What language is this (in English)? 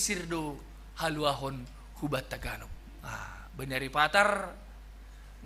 Batak Simalungun